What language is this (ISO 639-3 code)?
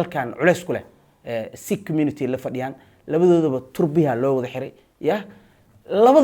som